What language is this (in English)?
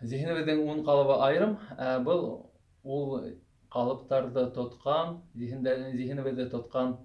Bashkir